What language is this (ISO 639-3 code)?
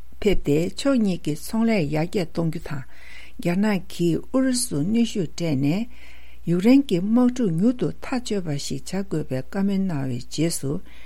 bod